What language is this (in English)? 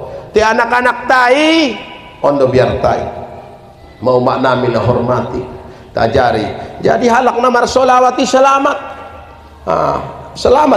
Batak Mandailing